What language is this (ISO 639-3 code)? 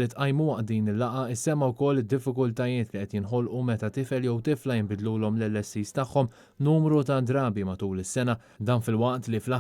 mlt